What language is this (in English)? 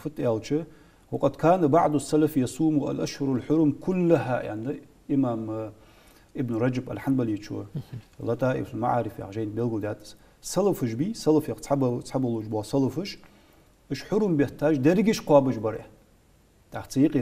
Ingush